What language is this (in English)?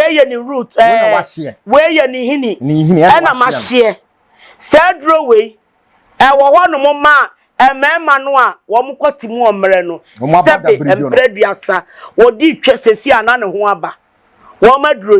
Akan